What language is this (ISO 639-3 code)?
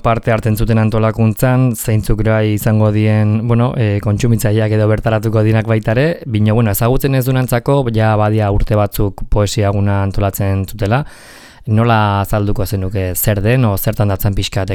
eus